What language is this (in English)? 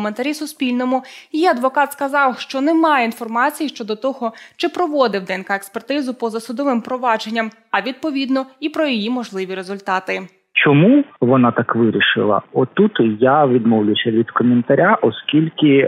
Ukrainian